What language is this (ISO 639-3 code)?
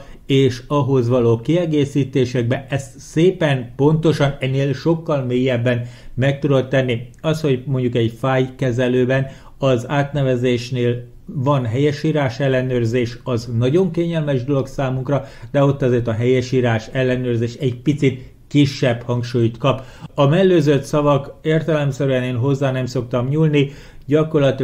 hun